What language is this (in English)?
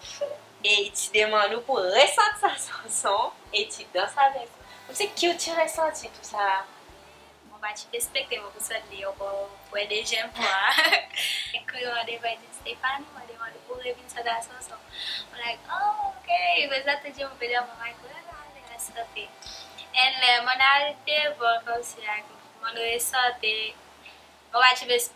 Seselwa Creole French